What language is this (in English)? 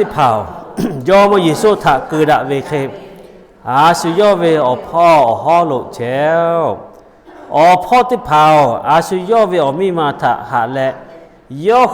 Lahu